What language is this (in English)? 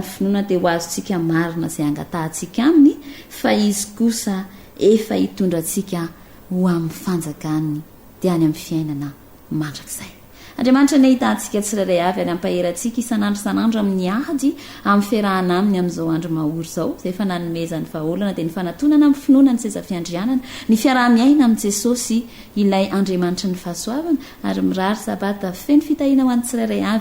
Malagasy